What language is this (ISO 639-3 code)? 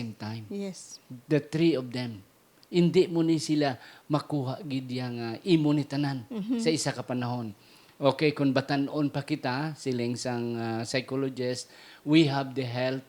hil